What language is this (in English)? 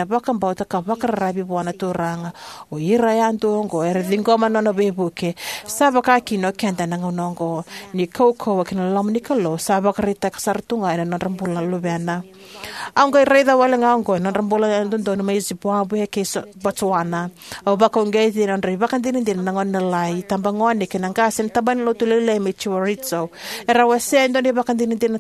Fijian